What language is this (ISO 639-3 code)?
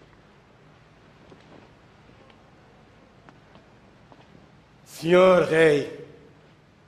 por